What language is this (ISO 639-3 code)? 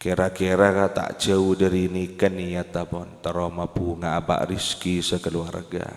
mad